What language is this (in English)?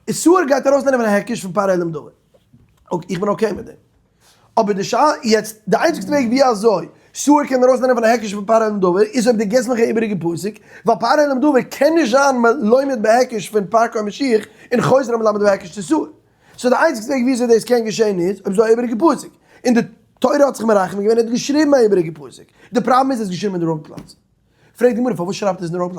Yiddish